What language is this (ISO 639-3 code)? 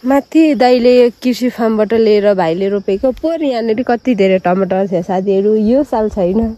nep